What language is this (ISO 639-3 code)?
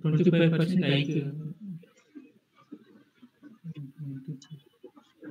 tel